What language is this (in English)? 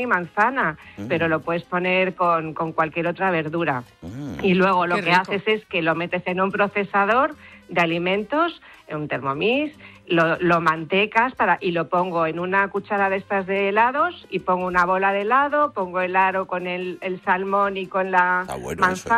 Spanish